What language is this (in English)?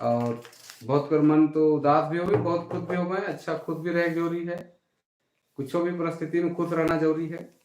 Sadri